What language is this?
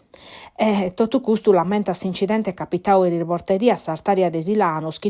Sardinian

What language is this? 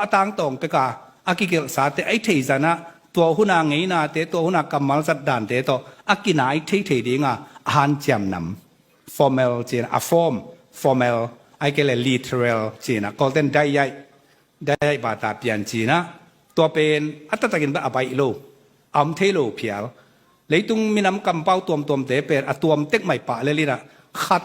Tedim Chin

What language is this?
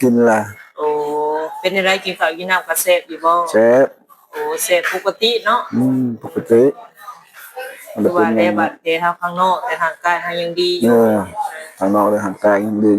Lao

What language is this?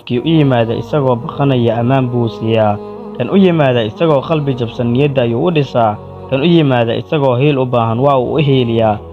Somali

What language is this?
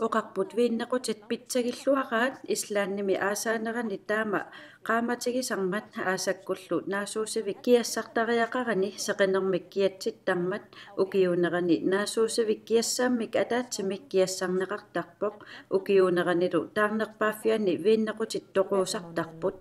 Kalaallisut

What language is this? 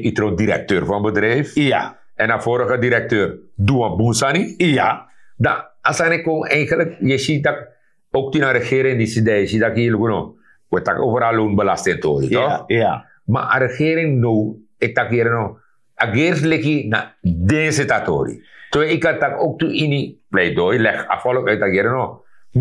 Sranan Tongo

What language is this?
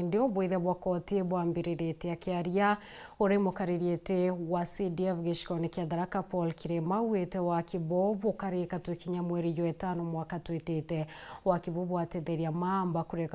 Meru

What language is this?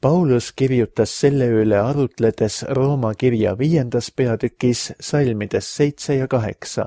Estonian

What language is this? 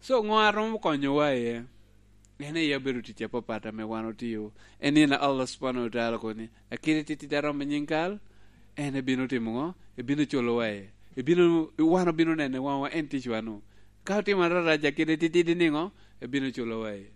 Lango (Uganda)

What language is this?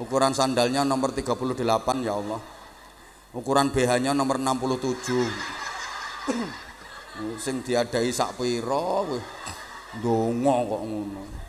Javanese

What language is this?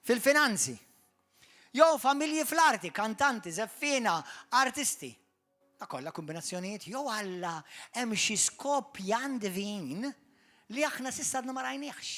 Maltese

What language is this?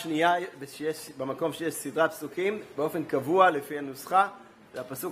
Hebrew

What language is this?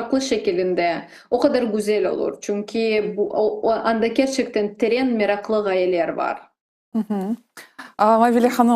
Crimean Tatar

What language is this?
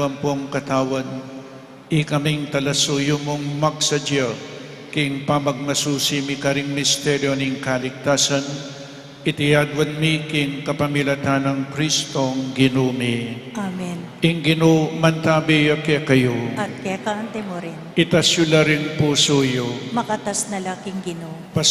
Pampanga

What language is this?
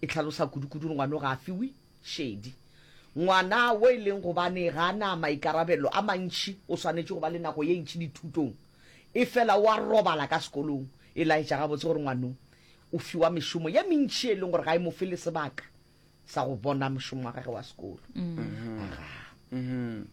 Northern Sotho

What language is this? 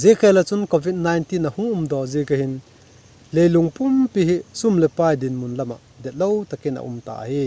Vaiphei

